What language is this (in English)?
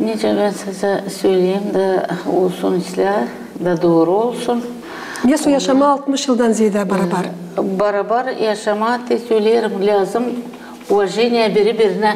Gagauz